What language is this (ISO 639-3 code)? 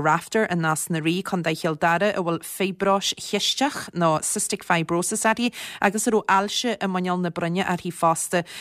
gle